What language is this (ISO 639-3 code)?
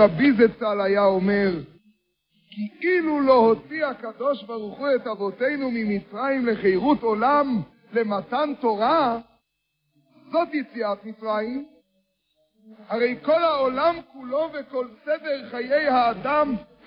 heb